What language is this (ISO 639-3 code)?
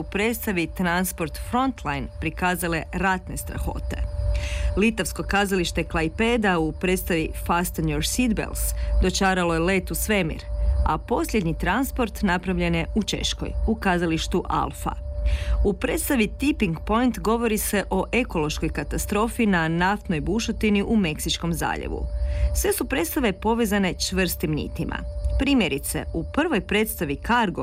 hrv